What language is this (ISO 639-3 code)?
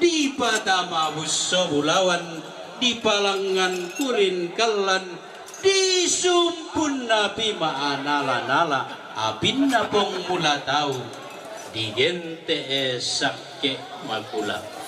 sda